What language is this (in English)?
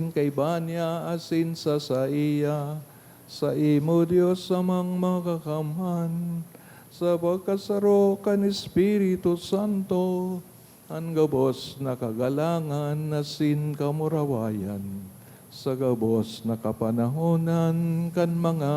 Bikol